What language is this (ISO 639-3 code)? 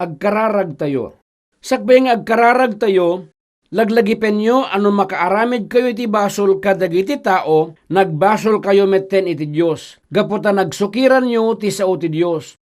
ilo